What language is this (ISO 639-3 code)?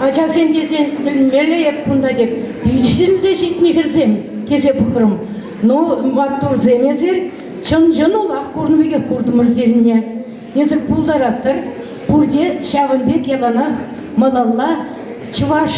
chv